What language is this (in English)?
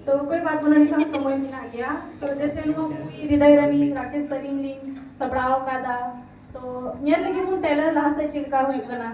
Santali